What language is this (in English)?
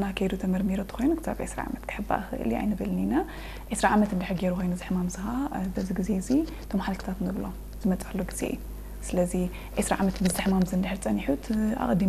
Tigrinya